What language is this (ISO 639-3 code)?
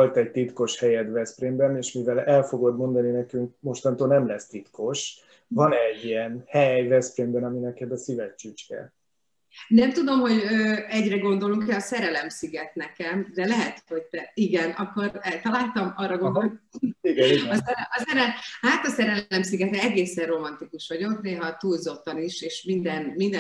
hun